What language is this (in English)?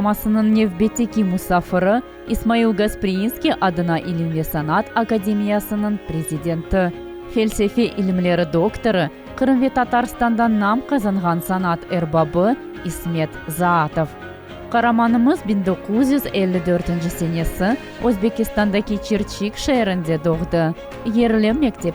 Crimean Tatar